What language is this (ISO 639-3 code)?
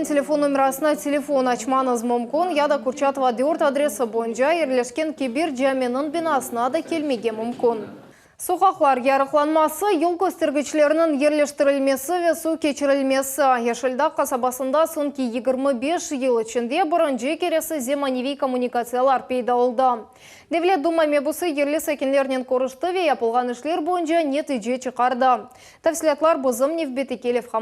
crh